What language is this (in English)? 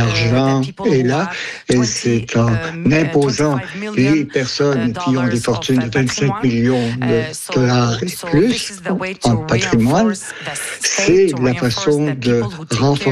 French